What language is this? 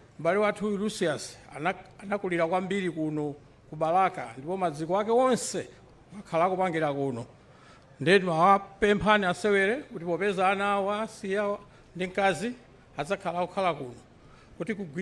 Nyanja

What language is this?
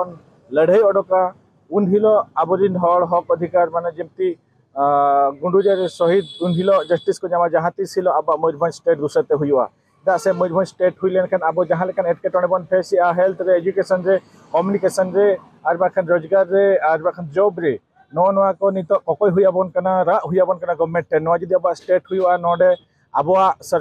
Santali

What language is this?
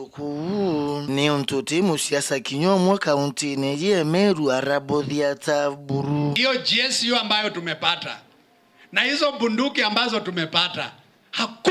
Meru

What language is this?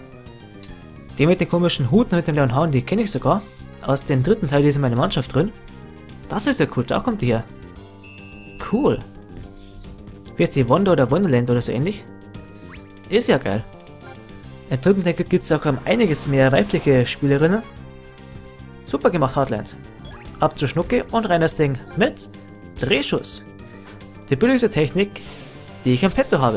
German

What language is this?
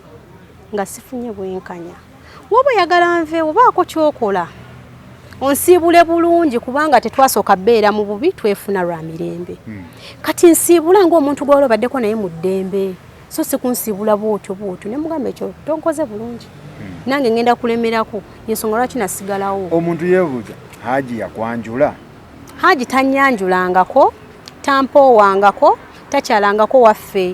Ganda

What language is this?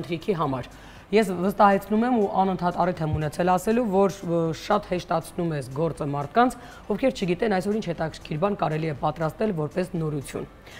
Armenian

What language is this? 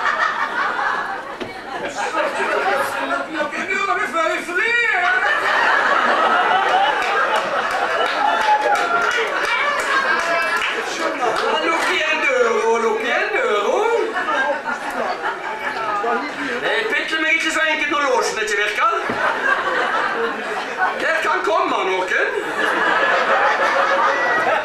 Norwegian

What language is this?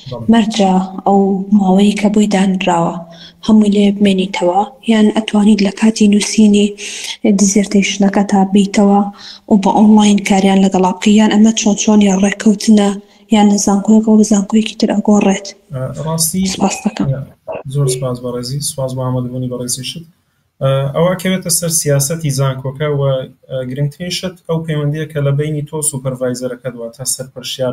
Central Kurdish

